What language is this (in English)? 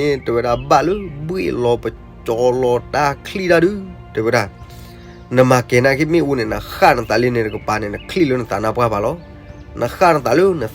S'gaw Karen